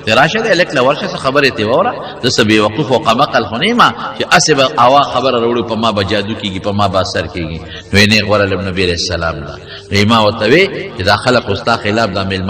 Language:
Pashto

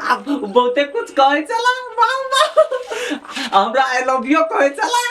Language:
Maithili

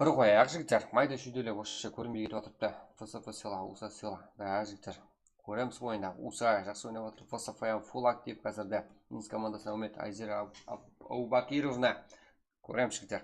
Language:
Kara-Kalpak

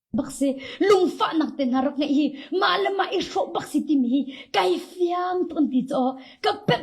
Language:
Hakha Chin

